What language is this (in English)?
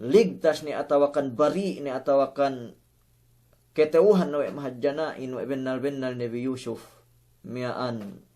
Yakan